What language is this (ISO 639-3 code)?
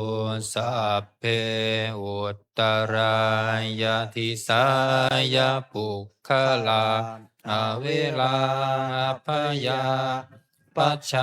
pli